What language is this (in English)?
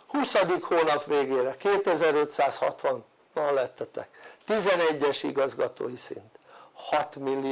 Hungarian